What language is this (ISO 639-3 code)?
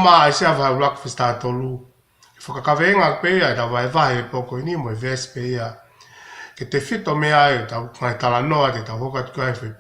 ton